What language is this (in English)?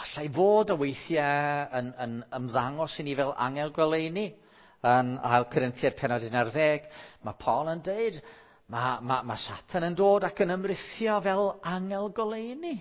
Welsh